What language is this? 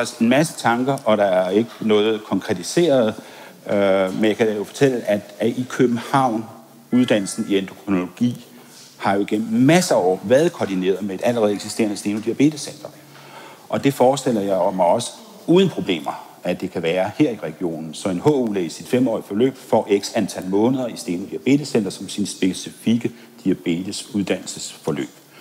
Danish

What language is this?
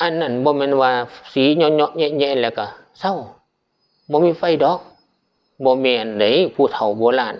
Northeastern Thai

